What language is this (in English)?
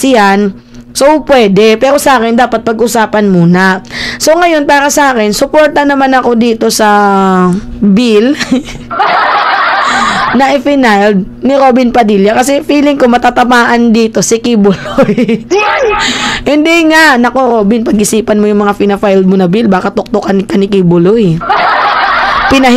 Filipino